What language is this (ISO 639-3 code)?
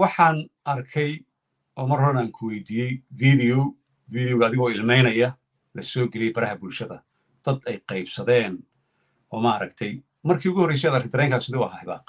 som